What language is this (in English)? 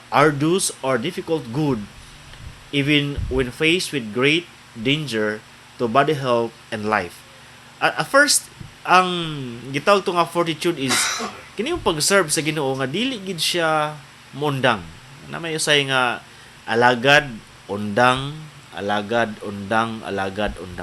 Cebuano